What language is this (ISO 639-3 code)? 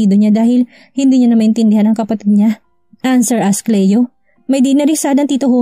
fil